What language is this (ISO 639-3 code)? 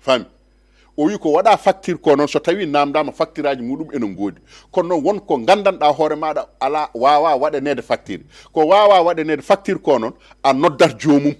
ful